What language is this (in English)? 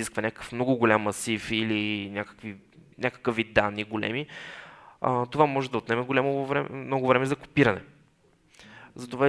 Bulgarian